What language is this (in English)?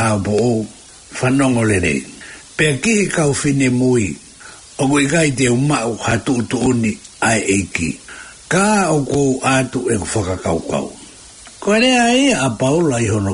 Tongan